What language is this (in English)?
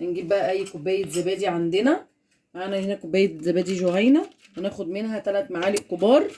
Egyptian Arabic